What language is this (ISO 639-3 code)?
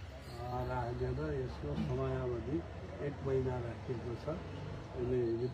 nep